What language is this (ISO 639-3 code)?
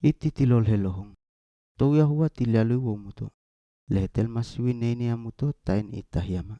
ssg